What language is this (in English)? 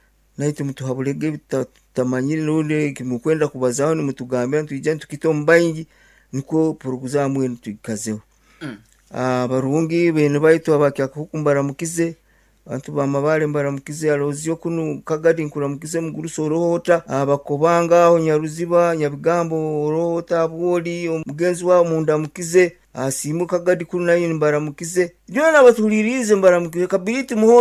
Nyoro